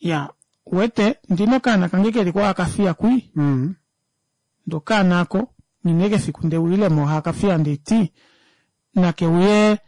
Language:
Kuanyama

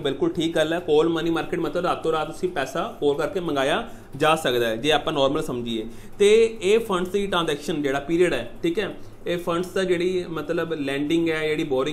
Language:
Punjabi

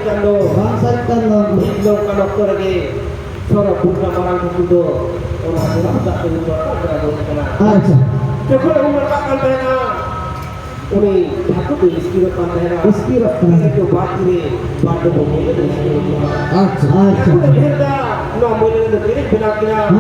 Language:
Santali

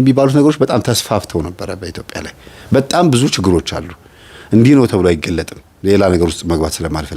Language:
Amharic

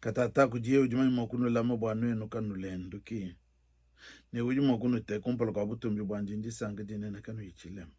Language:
Luba-Lulua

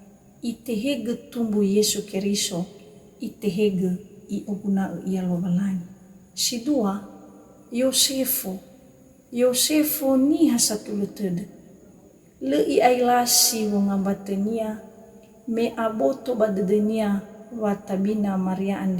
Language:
Nias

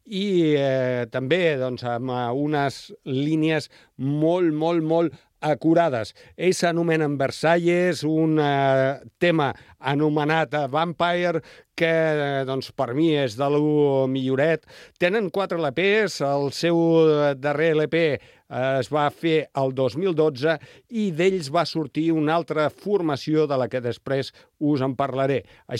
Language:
Catalan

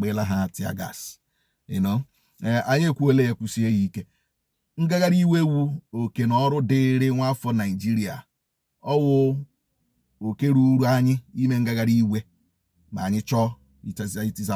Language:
Igbo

